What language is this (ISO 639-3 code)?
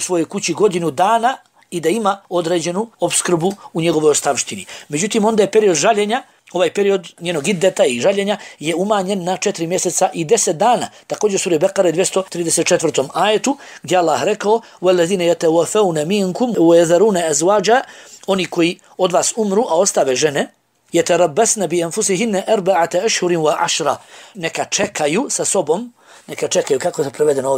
bos